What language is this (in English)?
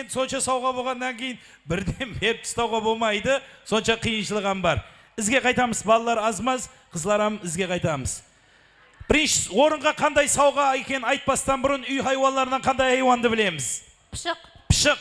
Kara-Kalpak